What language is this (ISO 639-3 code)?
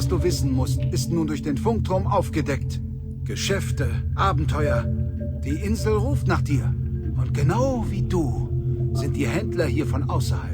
bar